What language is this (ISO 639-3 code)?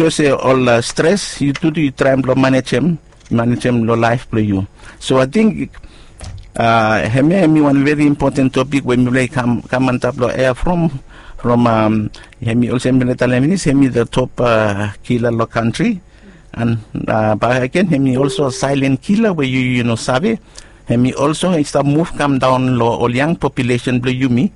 bis